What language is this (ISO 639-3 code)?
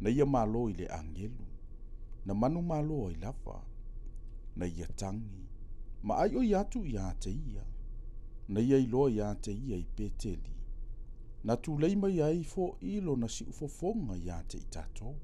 smo